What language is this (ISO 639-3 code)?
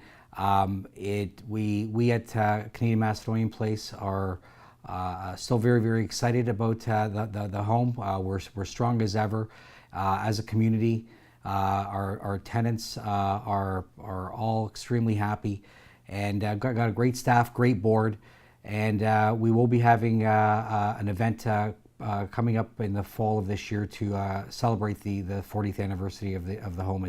eng